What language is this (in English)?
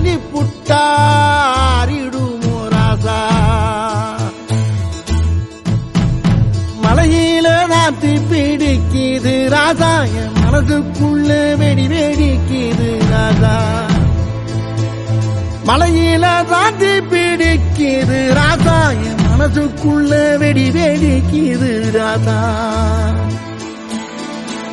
Tamil